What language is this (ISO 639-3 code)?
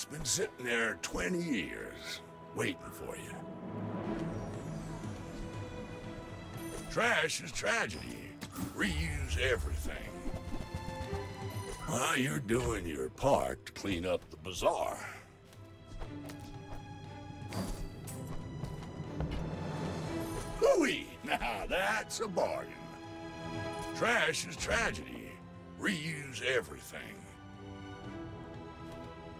eng